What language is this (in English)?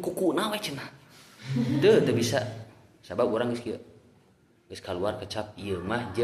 Sundanese